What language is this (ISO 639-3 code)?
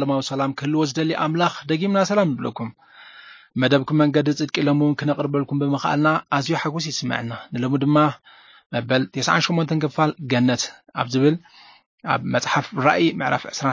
tir